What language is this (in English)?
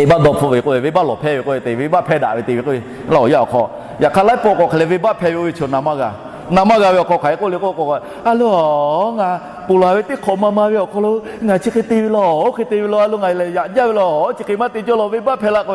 Lahu